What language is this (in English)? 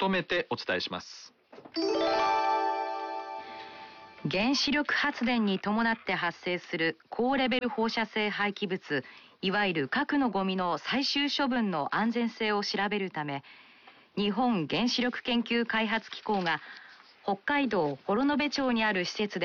Japanese